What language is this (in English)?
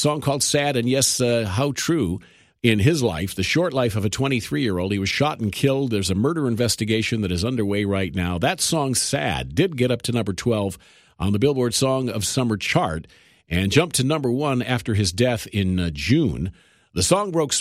English